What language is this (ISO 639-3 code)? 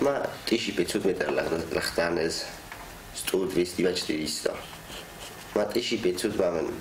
oss